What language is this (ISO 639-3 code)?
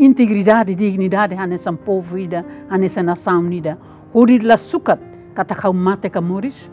tet